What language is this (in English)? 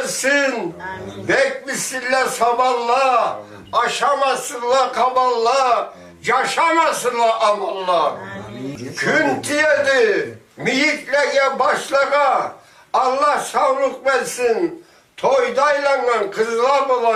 Karachay-Balkar